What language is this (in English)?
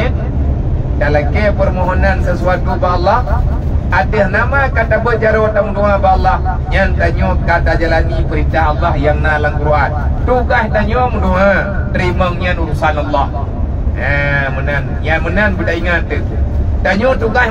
Achinese